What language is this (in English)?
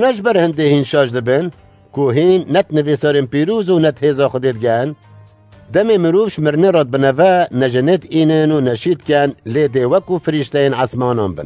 Kurdish